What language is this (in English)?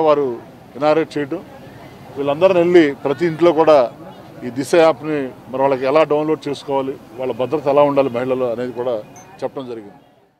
Telugu